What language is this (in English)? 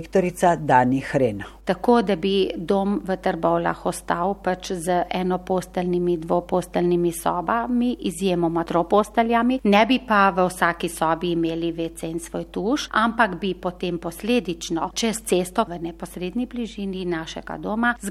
Slovenian